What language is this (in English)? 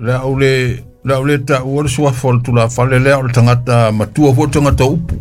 Samoan